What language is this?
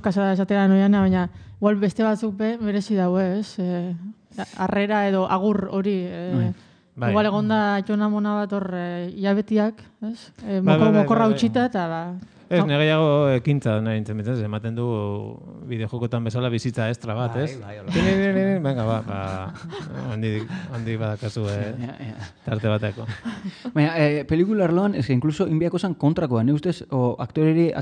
Basque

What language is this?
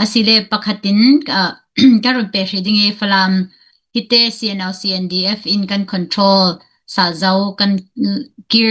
Falam Chin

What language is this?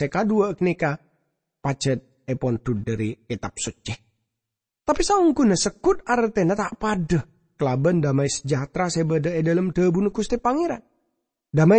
Madurese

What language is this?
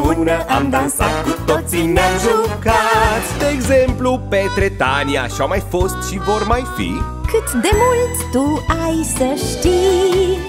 Romanian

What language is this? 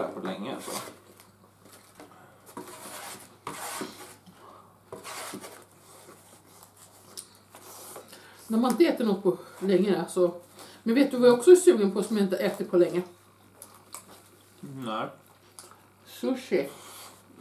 Swedish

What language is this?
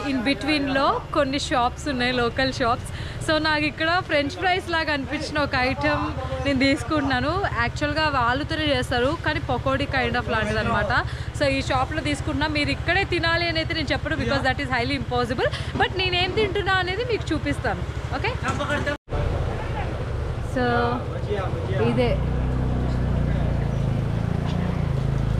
Telugu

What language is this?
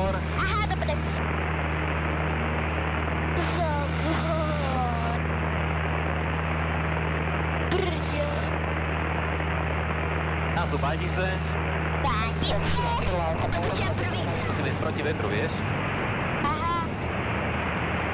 Slovak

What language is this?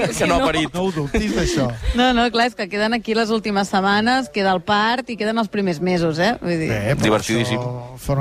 Catalan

